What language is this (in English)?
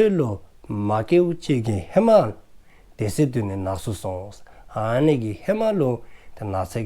Dzongkha